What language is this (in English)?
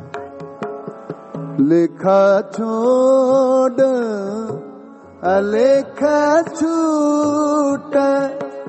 Punjabi